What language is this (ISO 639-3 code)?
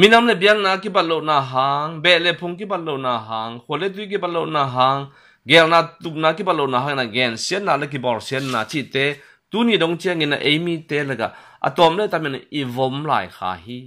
ctd